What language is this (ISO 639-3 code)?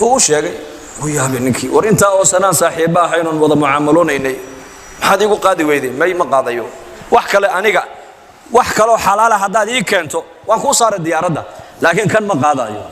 som